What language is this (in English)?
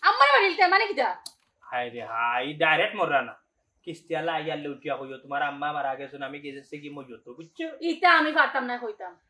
Sylheti